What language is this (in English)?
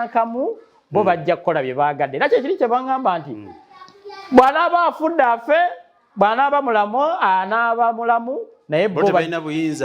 Ganda